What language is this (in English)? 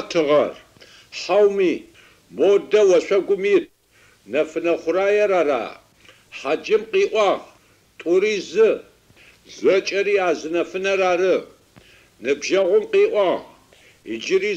Adyghe